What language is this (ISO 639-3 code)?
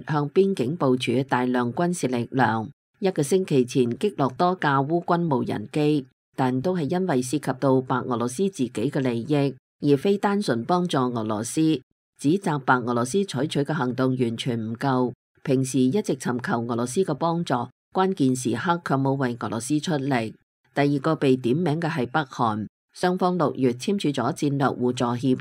yue